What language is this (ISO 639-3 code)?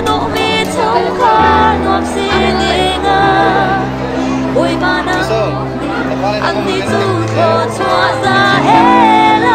cnh